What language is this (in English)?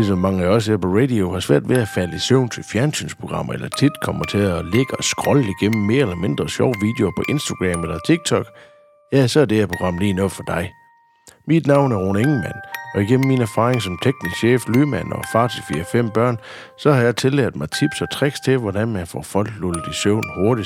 Danish